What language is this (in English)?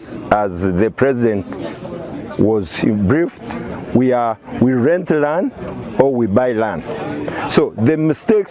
Acoli